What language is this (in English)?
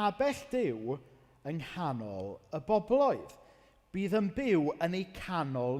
Welsh